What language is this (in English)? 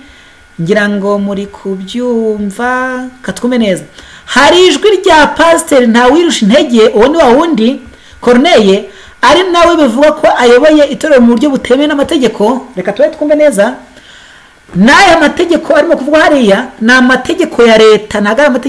Kinyarwanda